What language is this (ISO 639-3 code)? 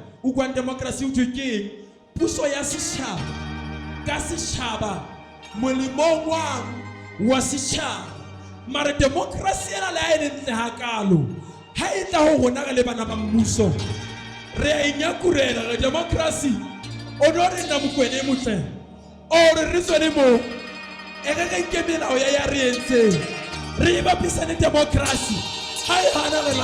sot